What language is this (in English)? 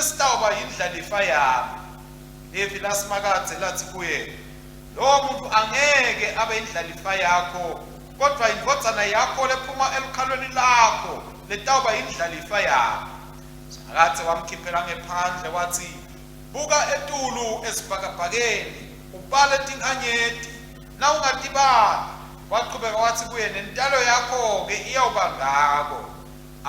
Swati